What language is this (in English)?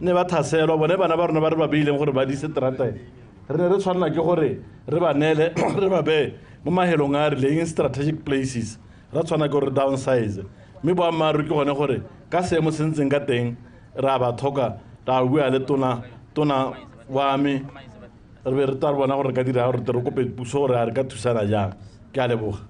Tswana